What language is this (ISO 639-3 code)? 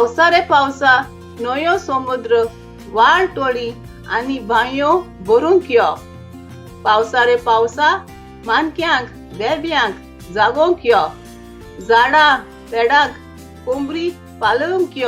kok